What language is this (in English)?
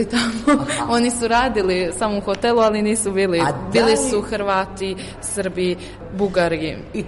Serbian